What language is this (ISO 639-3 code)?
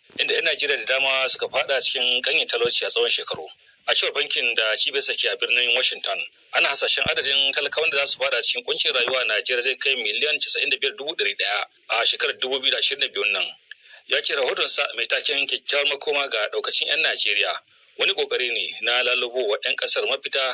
hau